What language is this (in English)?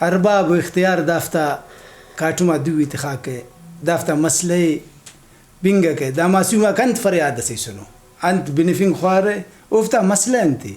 Brahui